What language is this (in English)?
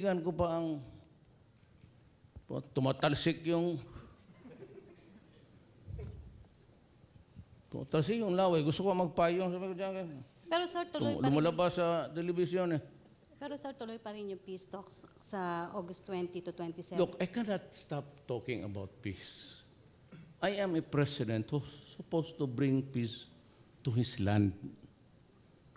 Filipino